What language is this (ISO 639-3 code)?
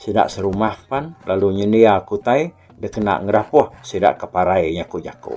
iba